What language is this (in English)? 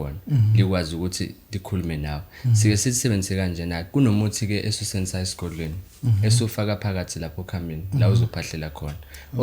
Zulu